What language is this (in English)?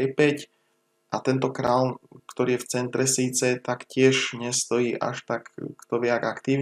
Slovak